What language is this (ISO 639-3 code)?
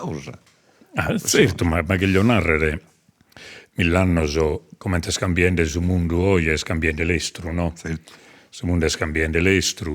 srd